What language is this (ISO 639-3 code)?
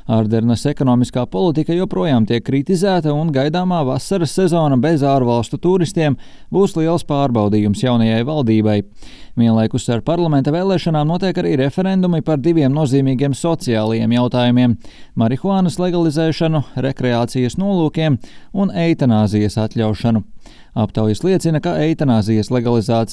lav